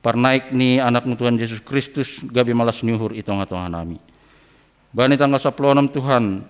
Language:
Batak Simalungun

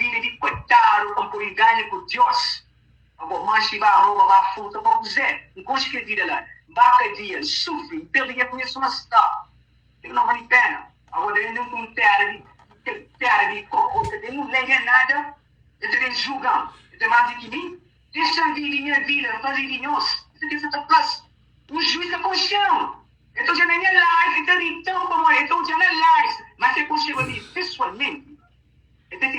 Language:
Kabuverdianu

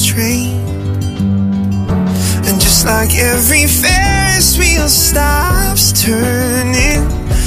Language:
Portuguese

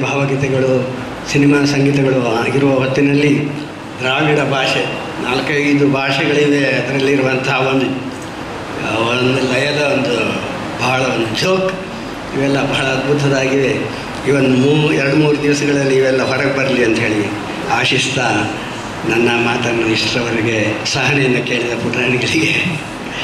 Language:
Kannada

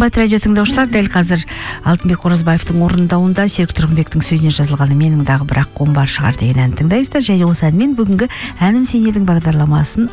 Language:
Kazakh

